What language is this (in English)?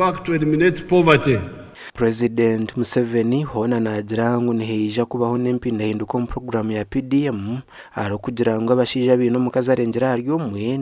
Nyankole